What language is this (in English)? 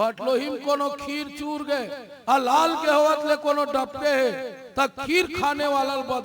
Chhattisgarhi